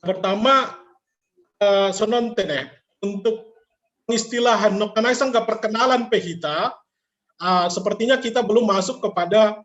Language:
Batak Simalungun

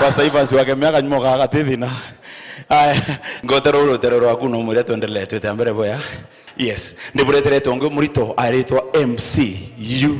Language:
Meru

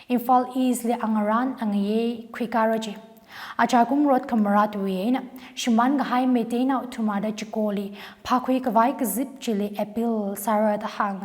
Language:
Tangkhul Naga (India)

